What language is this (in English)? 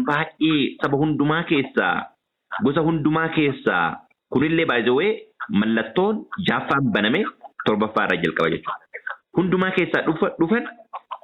Oromo